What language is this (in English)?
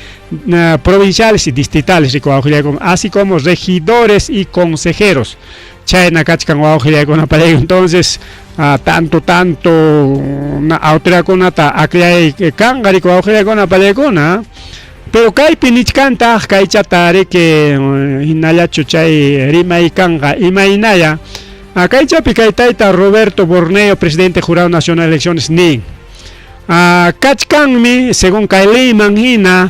Ayacucho Quechua